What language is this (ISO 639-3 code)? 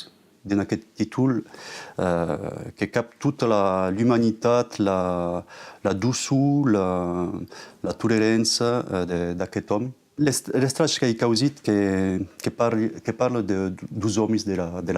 oci